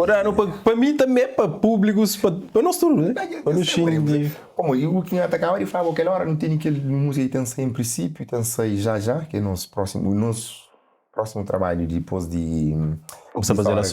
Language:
Kabuverdianu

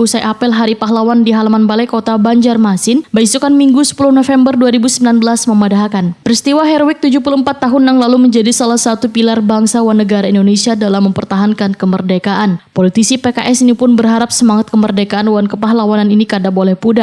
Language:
Banjar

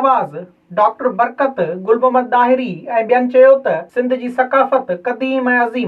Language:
Sindhi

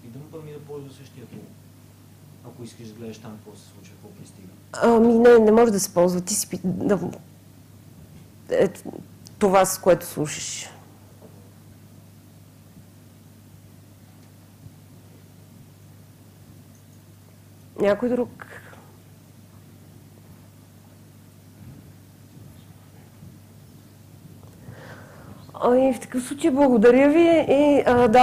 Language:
Bulgarian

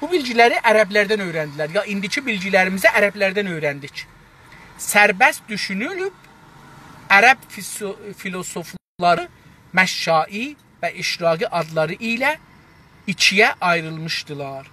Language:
South Azerbaijani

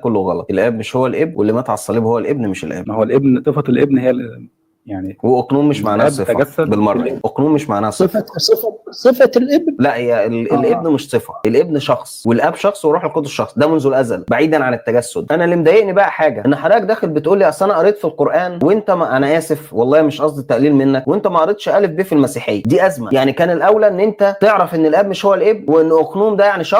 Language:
Egyptian Arabic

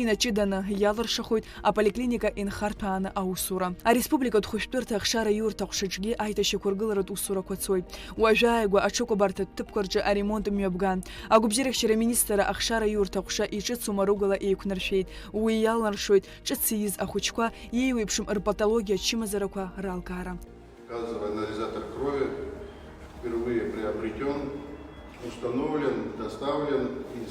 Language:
Abkhazian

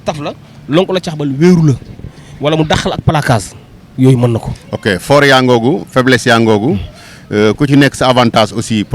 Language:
Wolof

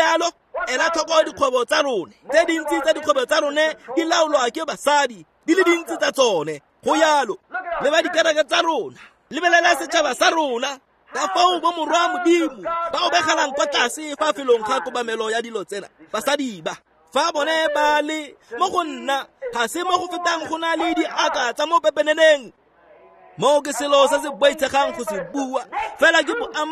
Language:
Tswana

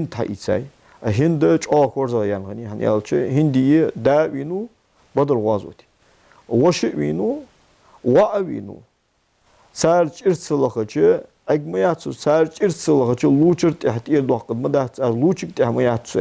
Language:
Ingush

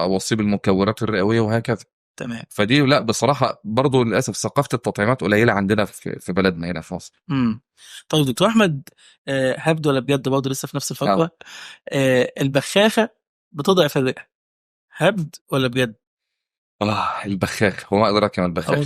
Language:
Egyptian Arabic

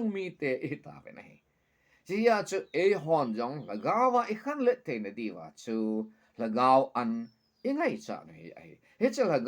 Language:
Thado Chin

